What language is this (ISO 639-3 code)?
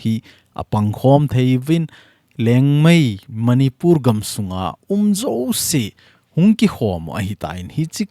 tcz